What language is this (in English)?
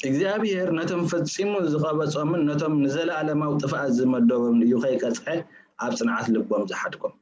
Tigrinya